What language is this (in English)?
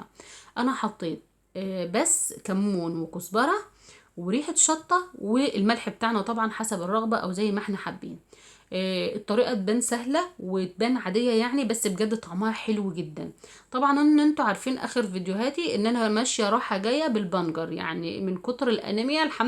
Egyptian Arabic